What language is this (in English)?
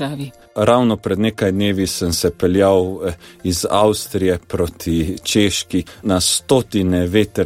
Slovenian